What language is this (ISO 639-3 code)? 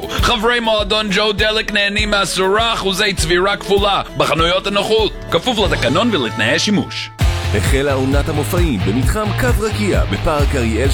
heb